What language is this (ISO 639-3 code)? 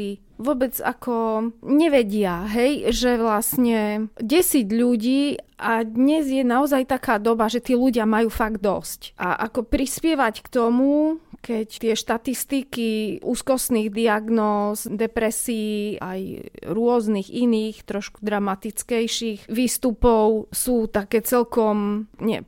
slk